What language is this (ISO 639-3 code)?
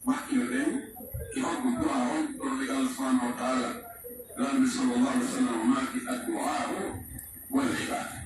fuf